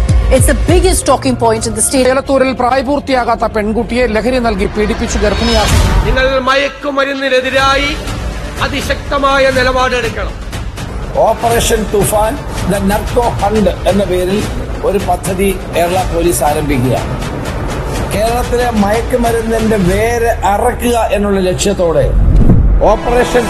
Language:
Malayalam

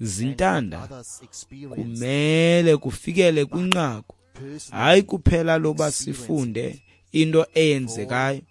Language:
Xhosa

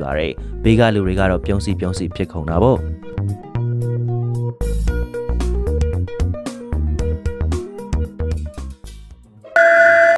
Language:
Burmese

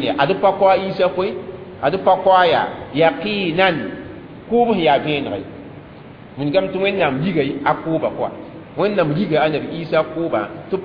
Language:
Mossi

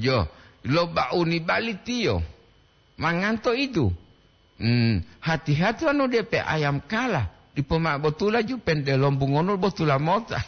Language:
Gorontalo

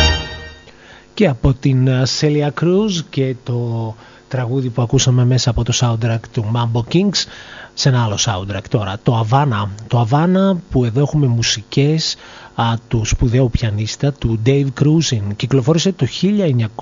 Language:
Greek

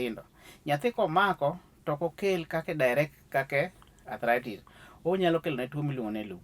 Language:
Luo (Kenya and Tanzania)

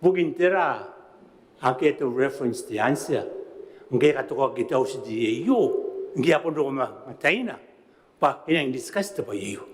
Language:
Gilbertese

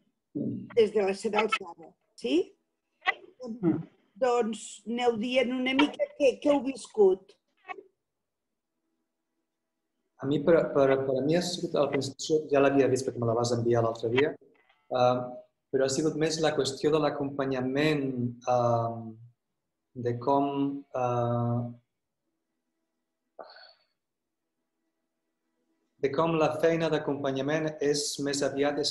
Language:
Catalan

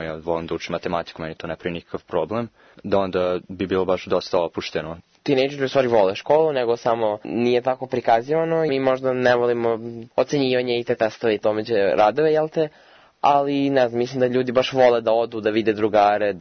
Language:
Serbian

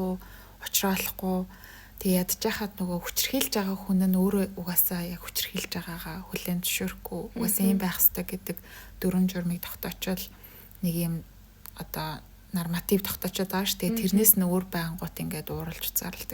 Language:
Mongolian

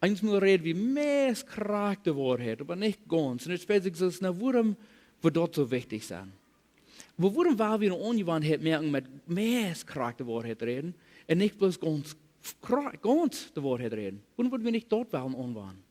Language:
Plautdietsch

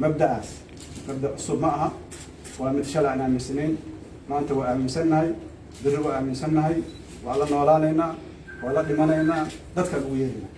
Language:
Somali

